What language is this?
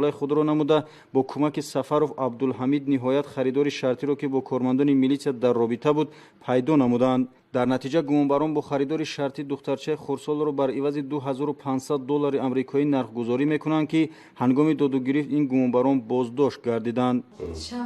Tajik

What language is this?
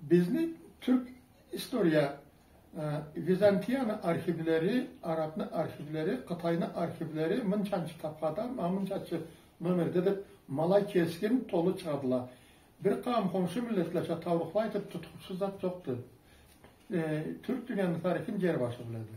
Karachay-Balkar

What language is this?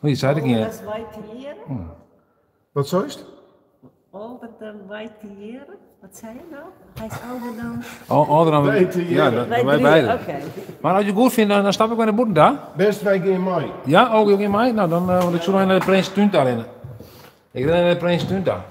Western Frisian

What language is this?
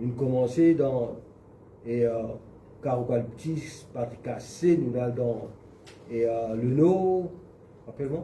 Morisyen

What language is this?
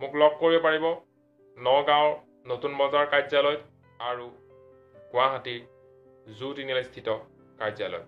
Assamese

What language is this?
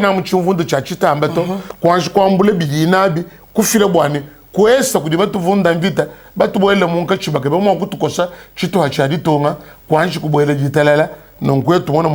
Luba-Lulua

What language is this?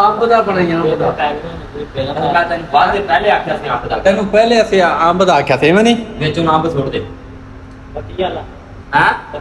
Saraiki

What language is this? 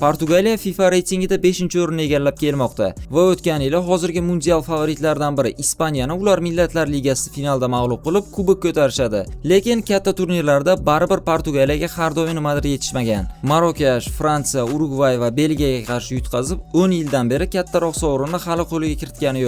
Uzbek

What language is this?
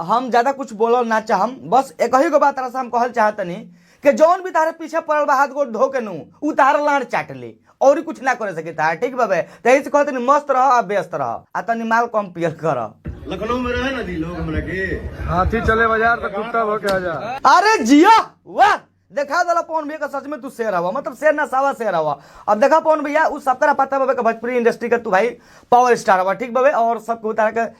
Bhojpuri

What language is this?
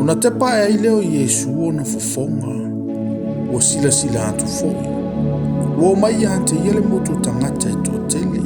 Samoan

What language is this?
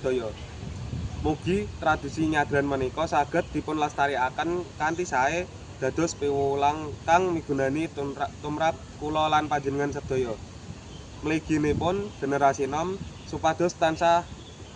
Javanese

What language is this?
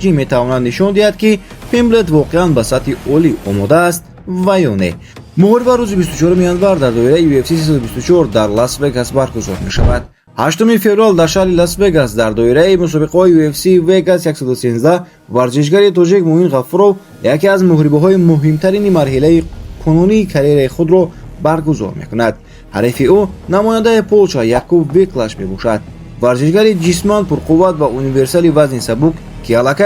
Tajik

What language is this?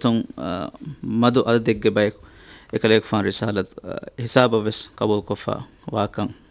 Divehi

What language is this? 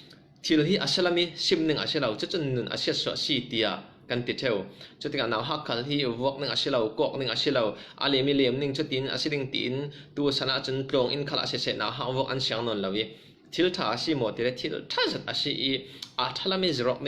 Falam Chin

